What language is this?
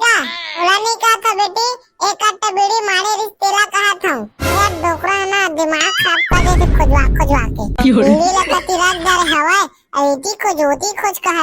Chhattisgarhi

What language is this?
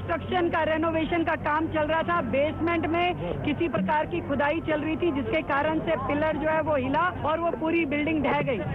Hindi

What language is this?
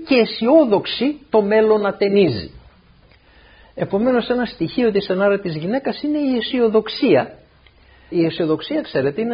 Greek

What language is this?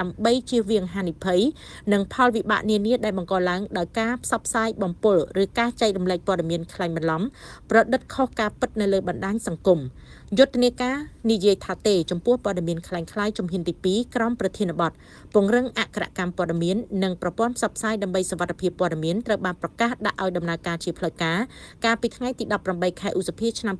Khmer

